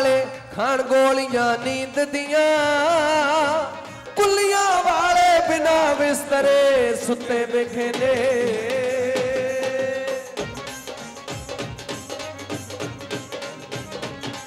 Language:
Punjabi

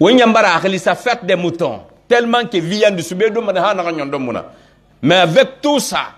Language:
Pular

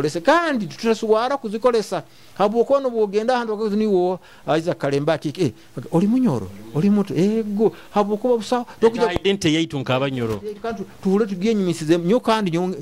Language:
Nyoro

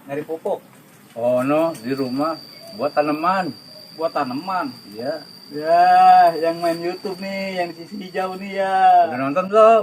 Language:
Betawi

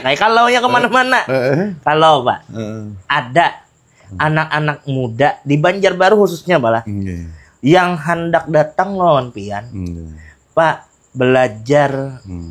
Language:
Banjar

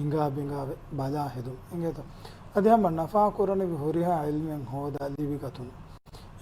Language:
Divehi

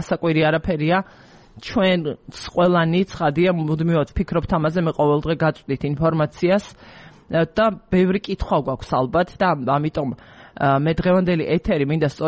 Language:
Georgian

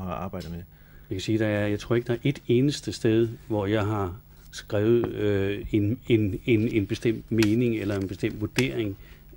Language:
Danish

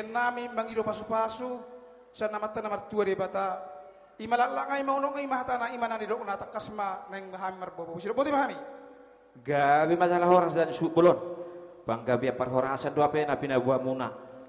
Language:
Batak Toba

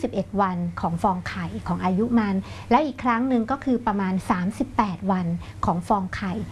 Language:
Thai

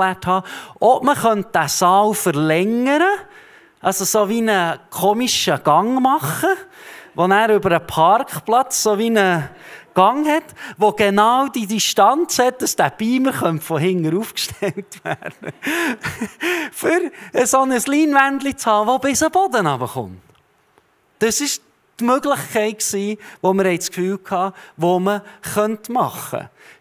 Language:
Swiss German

